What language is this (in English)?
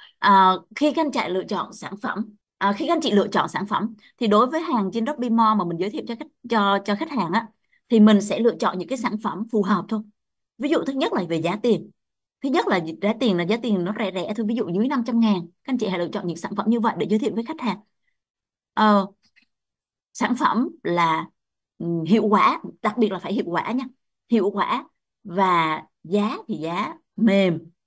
Vietnamese